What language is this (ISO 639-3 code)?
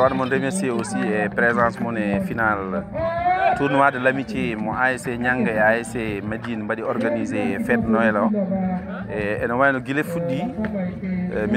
ful